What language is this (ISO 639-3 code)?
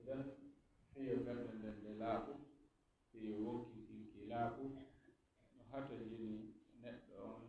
ful